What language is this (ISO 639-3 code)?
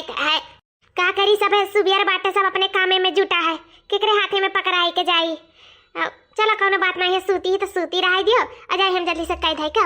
awa